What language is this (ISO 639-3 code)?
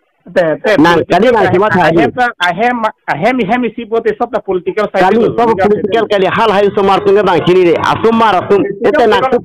mjw